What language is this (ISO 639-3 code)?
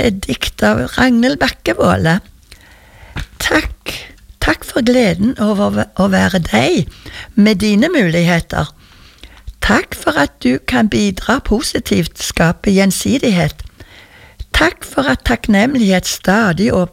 nor